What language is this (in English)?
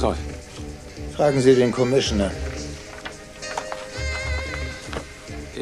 German